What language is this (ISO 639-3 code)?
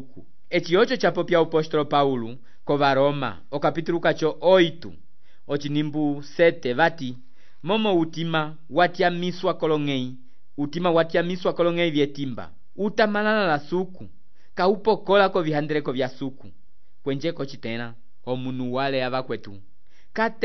umb